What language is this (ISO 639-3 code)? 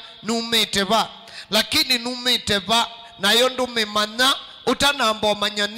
kam